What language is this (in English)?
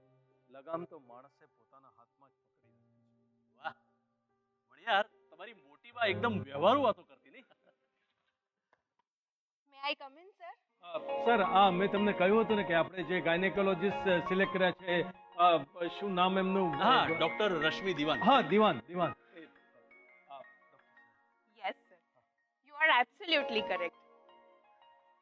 Gujarati